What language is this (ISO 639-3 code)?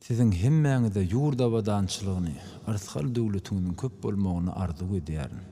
tuk